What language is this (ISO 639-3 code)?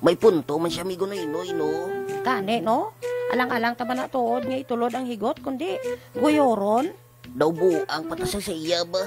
hil